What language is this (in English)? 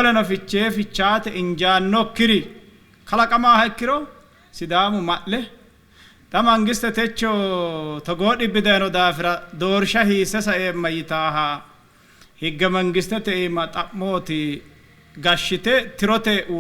Sidamo